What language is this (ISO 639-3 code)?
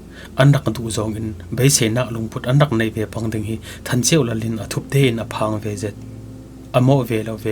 cfm